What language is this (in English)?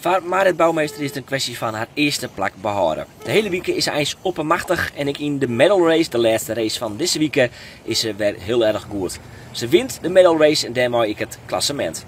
Western Frisian